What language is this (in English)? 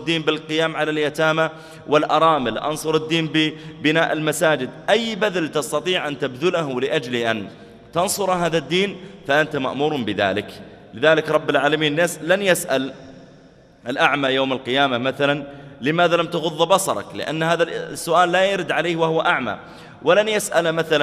Arabic